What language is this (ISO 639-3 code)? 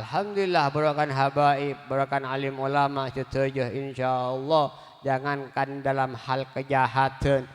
mad